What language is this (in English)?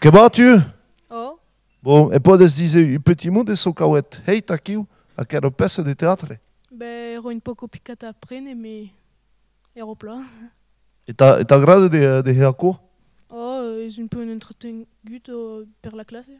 Occitan